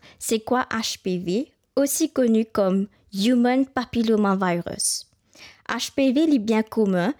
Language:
Morisyen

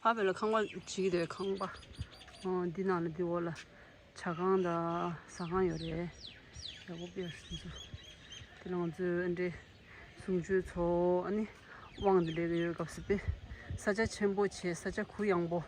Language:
Tibetan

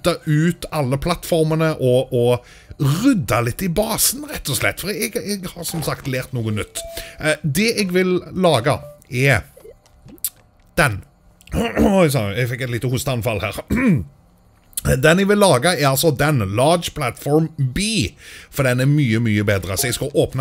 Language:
Norwegian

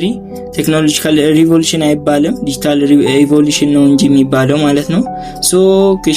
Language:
Amharic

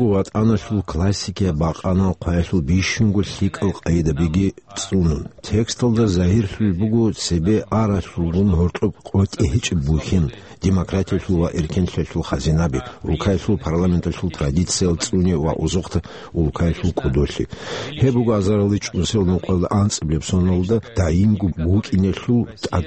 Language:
Avaric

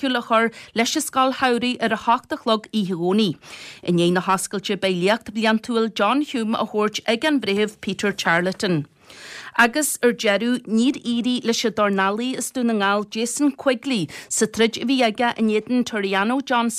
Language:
Irish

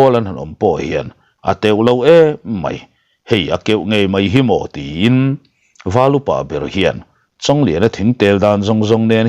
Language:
Mizo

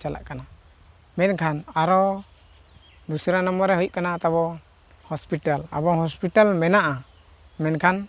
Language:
Santali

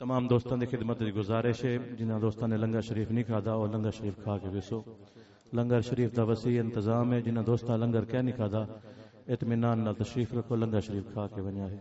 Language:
Saraiki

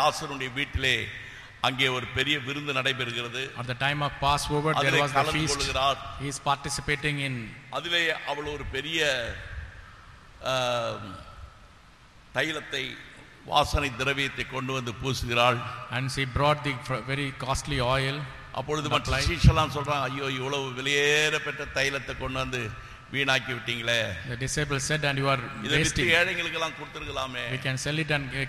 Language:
Tamil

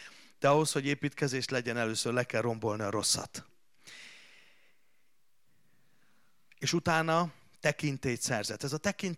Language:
Hungarian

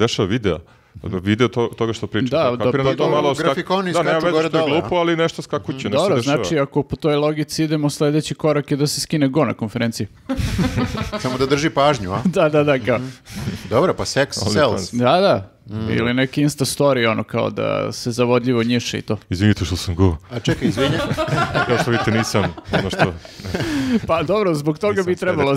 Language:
Serbian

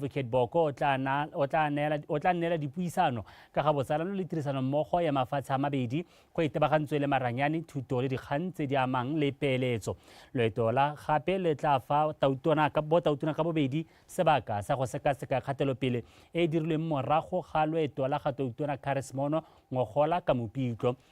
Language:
Tswana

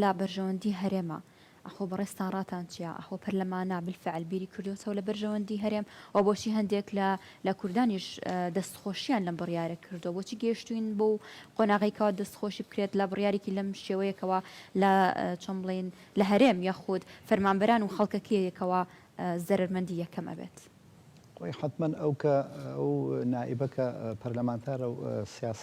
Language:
Central Kurdish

